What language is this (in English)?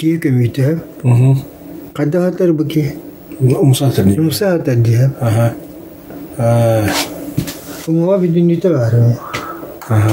Yakut